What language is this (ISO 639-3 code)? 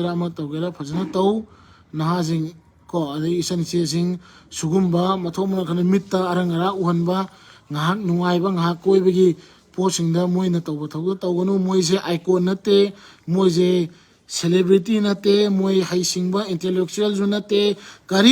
mni